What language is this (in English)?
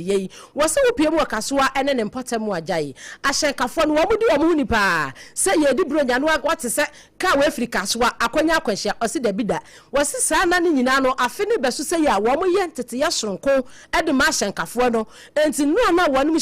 Akan